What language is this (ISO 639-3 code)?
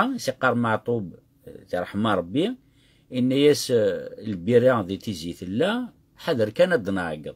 kab